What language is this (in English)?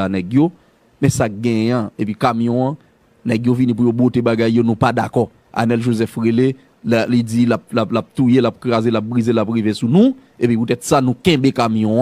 Haitian Creole